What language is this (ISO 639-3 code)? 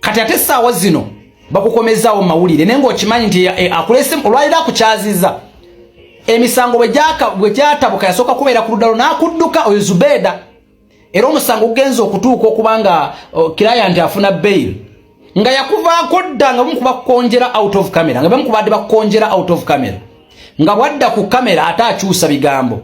lug